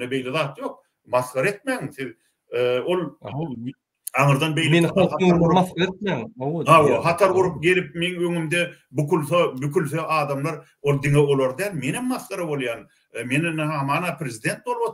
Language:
Turkmen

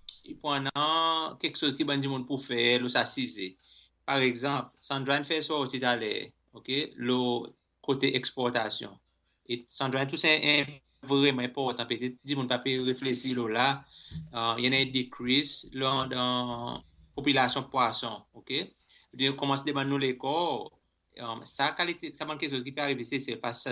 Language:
Seselwa Creole French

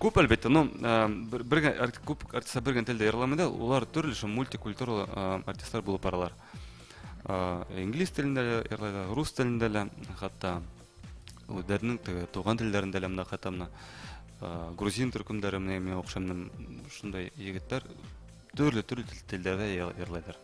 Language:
Bashkir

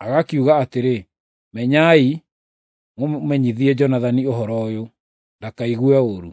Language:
Kikuyu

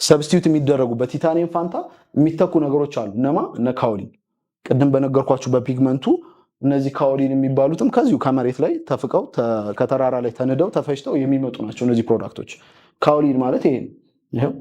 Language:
Amharic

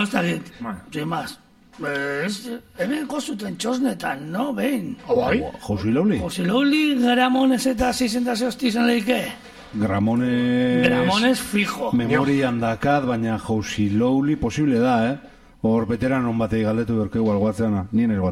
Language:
Basque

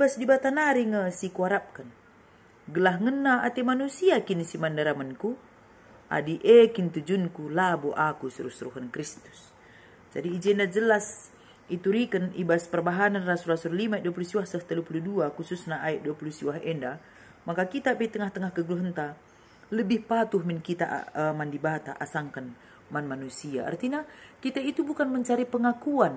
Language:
Batak Karo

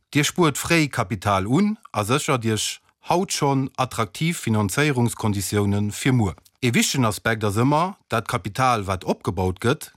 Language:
Luxembourgish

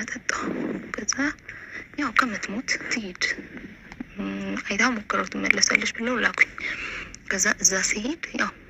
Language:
Amharic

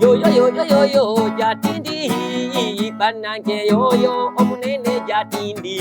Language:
Ganda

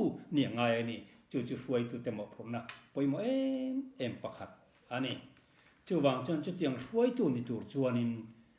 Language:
Mizo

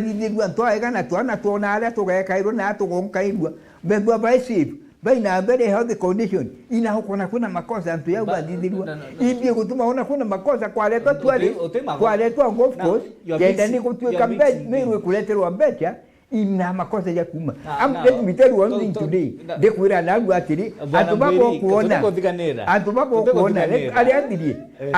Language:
Meru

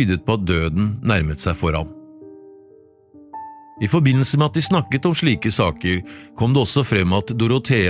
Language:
Norwegian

